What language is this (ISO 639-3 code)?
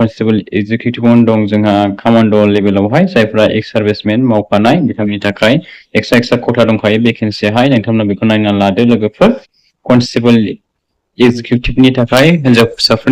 brx